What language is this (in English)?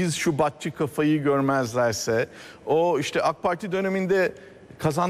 Turkish